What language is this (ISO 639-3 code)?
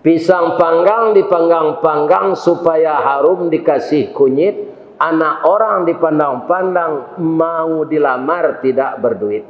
min